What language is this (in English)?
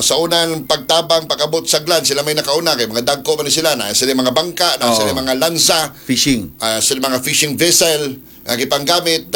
Cebuano